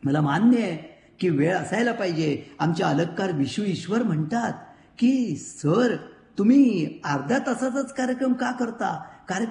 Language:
Marathi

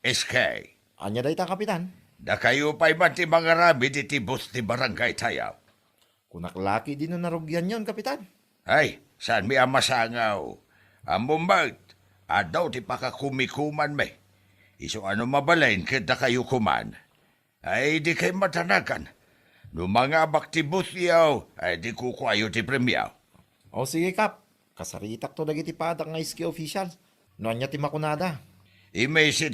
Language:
Iloko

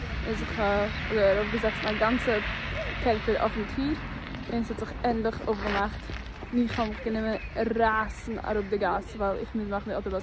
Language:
Yiddish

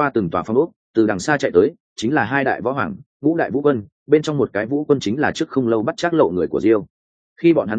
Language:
Vietnamese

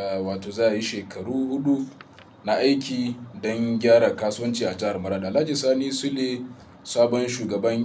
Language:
Hausa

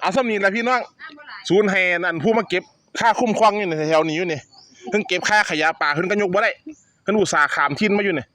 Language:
Northeastern Thai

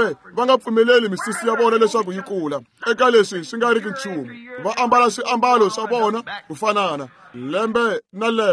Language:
Tsonga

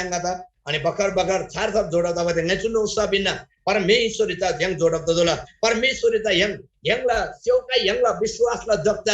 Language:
Eastern Tamang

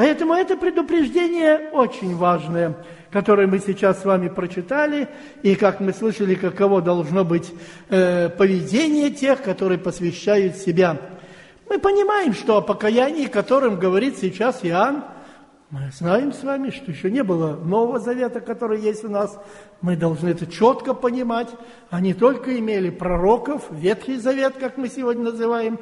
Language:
Russian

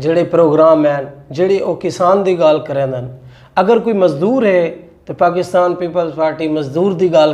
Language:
Saraiki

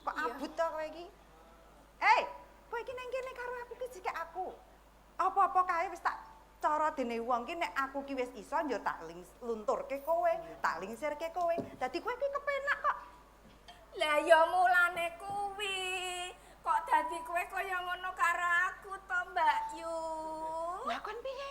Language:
Javanese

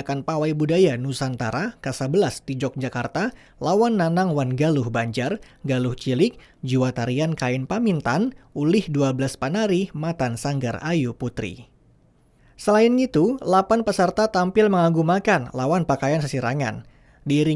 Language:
Banjar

